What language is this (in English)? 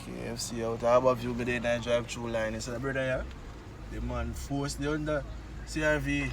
Jamaican Creole English